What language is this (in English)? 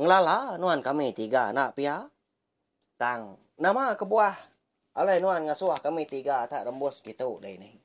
Iban